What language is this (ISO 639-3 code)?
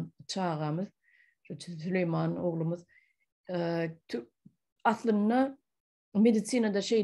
tuk